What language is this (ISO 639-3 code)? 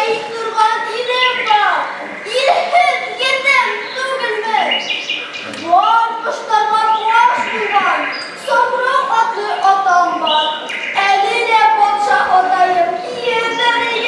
bak